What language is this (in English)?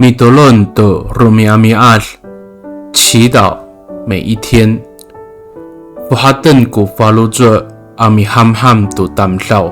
Amis